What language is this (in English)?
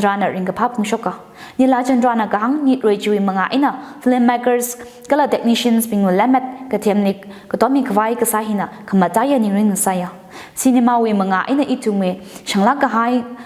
Tangkhul Naga (India)